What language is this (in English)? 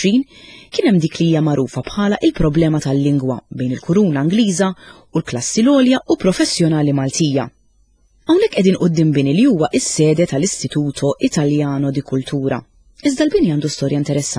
Maltese